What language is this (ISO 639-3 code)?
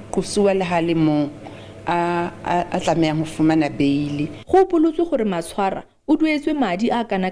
tsn